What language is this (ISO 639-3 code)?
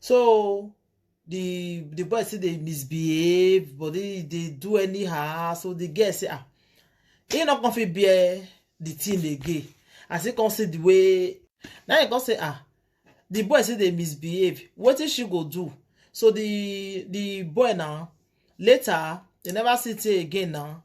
pcm